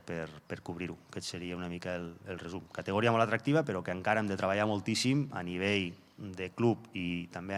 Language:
Catalan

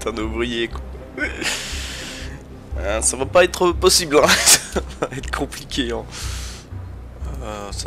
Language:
French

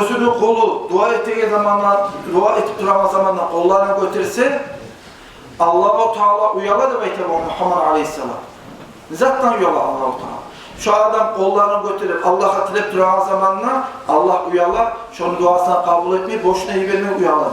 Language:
Kumyk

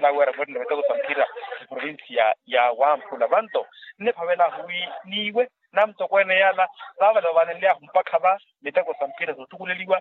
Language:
Makhuwa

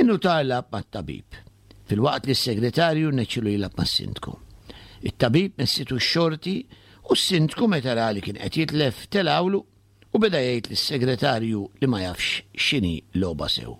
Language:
Maltese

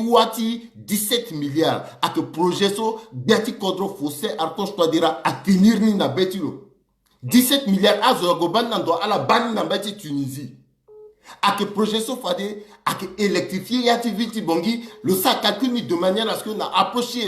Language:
Sango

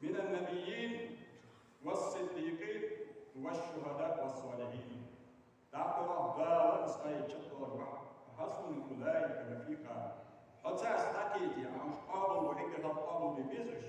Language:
Ingush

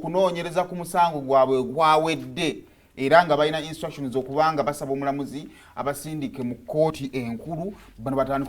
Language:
Ganda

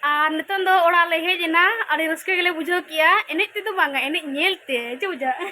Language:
Santali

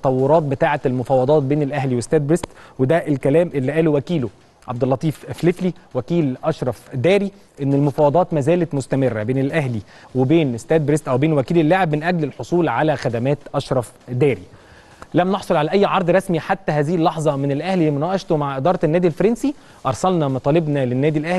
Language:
Egyptian Arabic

